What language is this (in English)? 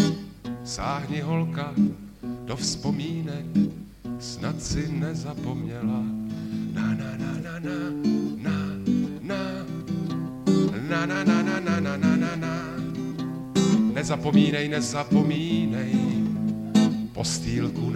Czech